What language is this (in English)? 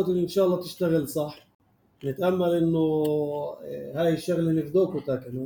North Levantine Arabic